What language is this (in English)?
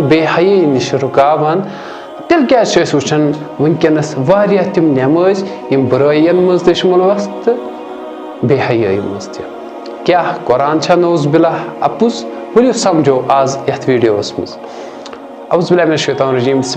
Kashmiri